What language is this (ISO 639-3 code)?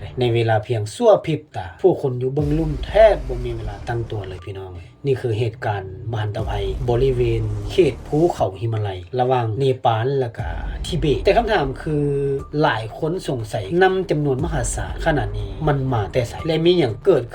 lao